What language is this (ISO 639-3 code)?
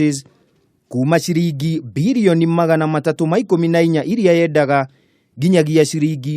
kik